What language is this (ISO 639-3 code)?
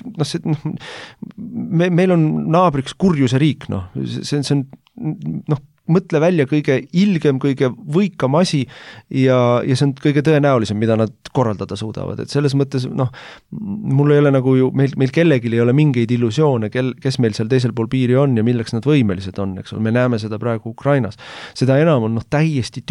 est